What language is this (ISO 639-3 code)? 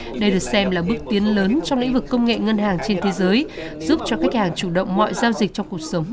vie